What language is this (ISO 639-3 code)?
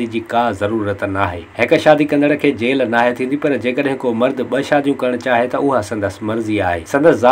snd